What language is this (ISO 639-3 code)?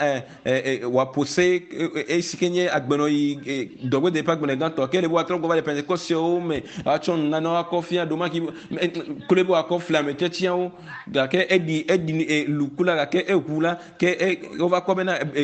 ewe